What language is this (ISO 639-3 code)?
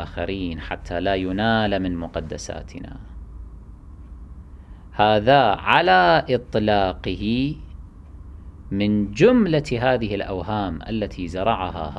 ara